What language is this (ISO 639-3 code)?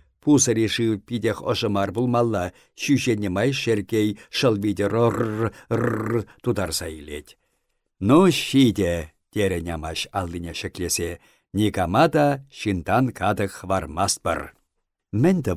chv